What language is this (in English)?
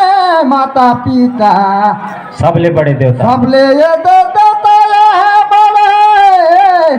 Surgujia